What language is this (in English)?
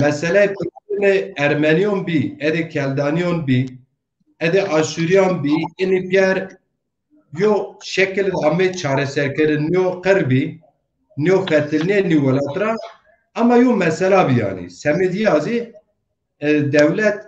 Zaza